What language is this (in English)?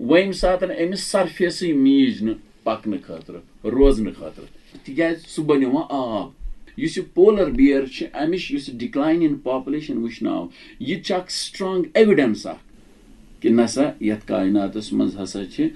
Kashmiri